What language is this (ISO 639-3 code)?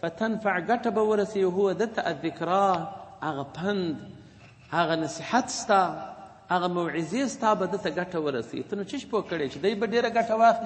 pus